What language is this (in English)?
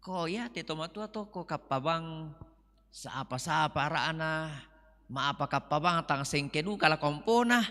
Toraja-Sa'dan